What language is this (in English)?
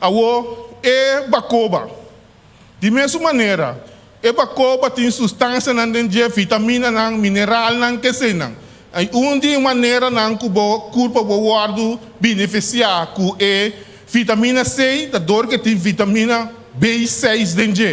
Papiamento